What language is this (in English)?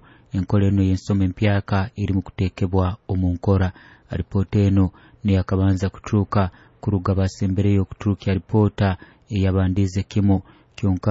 Nyoro